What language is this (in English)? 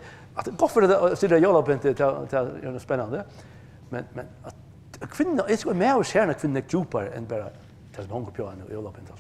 Faroese